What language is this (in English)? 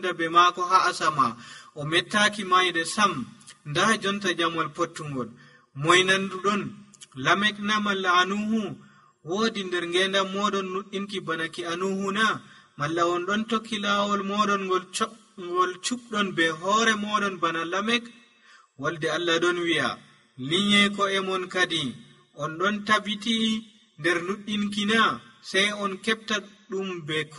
Nigerian Fulfulde